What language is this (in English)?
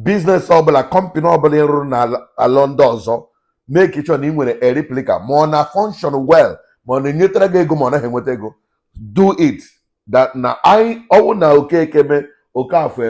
Igbo